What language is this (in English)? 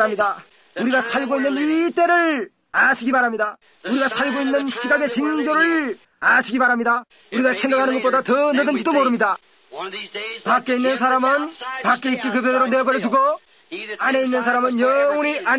Korean